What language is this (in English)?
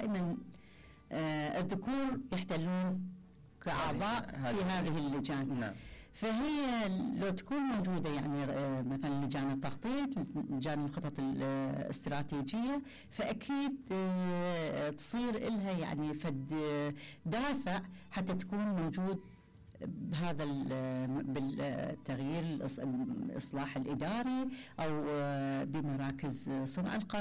Mesopotamian Arabic